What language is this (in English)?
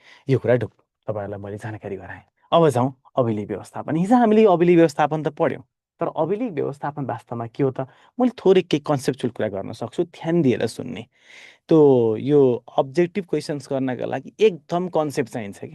Nepali